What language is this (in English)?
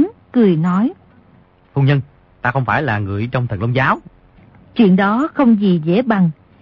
Vietnamese